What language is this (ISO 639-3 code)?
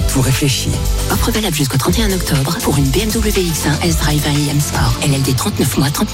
fra